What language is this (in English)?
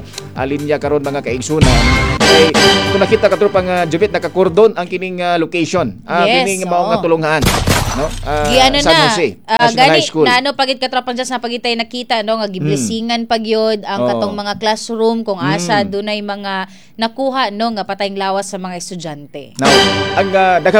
Cebuano